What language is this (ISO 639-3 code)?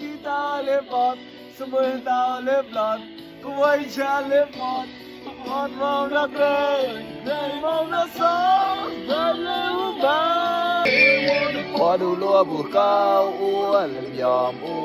mnw